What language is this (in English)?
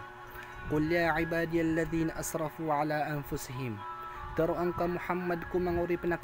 Maranao